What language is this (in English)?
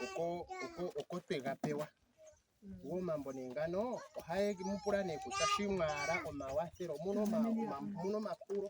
Ndonga